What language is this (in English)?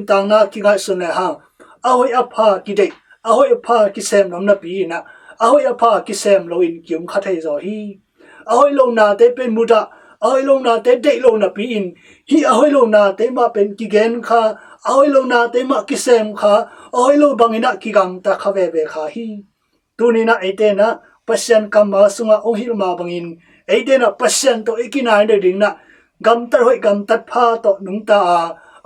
Tedim Chin